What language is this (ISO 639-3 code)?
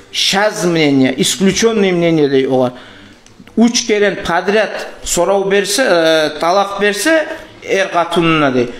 kum